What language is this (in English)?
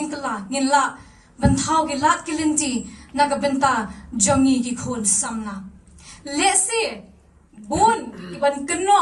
Khasi